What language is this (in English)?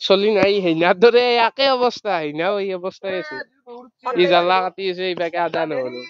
Assamese